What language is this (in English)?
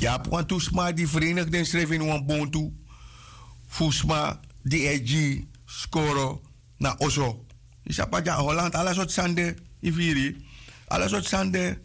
Sranan Tongo